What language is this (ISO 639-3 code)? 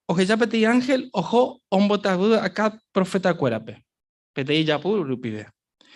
grn